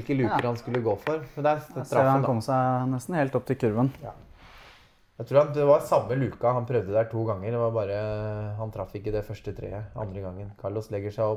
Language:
Norwegian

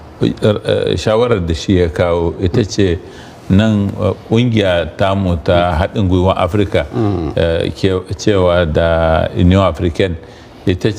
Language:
Hausa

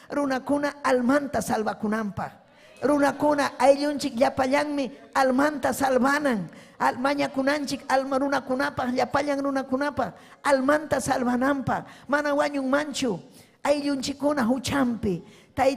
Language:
Ayacucho Quechua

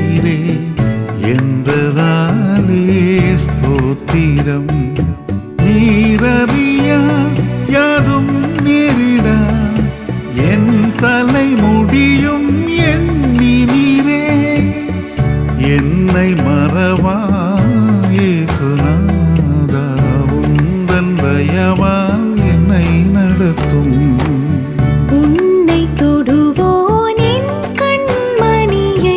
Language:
Tamil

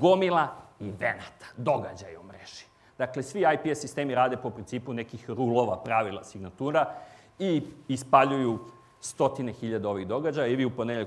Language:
Serbian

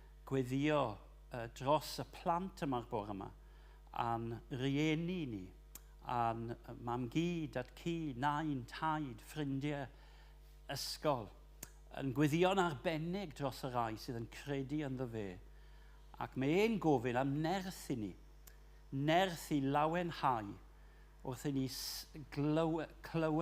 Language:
Welsh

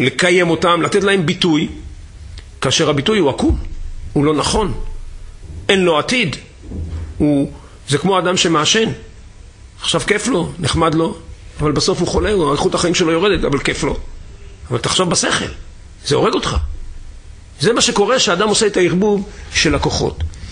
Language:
Hebrew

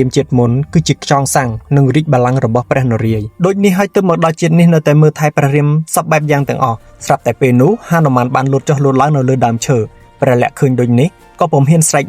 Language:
Khmer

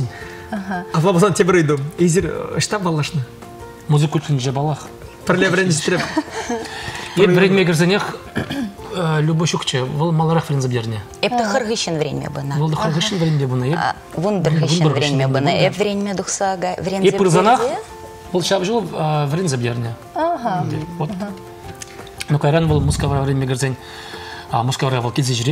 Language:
Chuvash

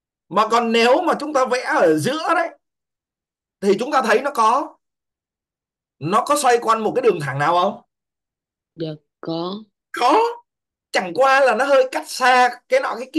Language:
Vietnamese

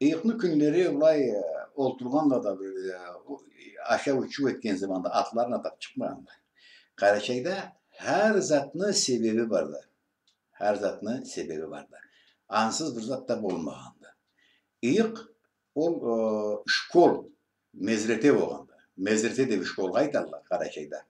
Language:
Karachay-Balkar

